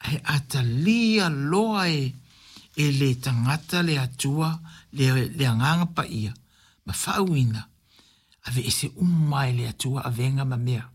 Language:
Samoan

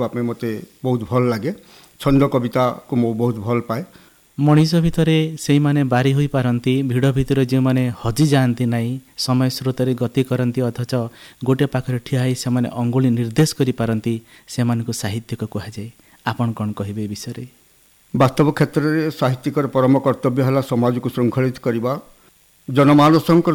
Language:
Odia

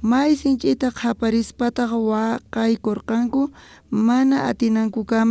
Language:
South Bolivian Quechua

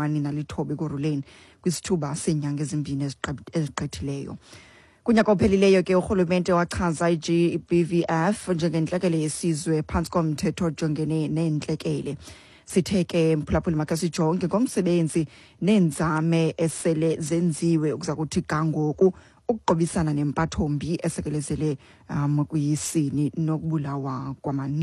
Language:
Xhosa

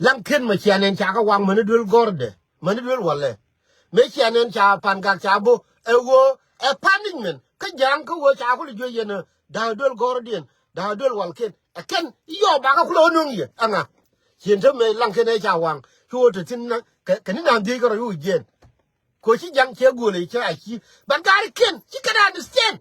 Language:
Nuer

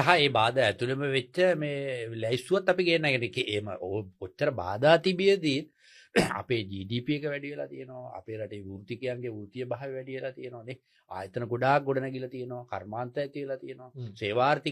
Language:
Sinhala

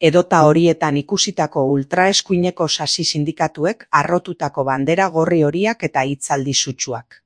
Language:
Basque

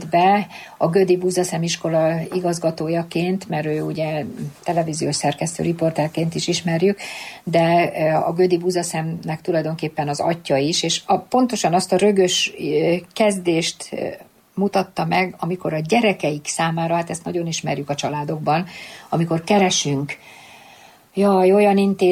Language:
Hungarian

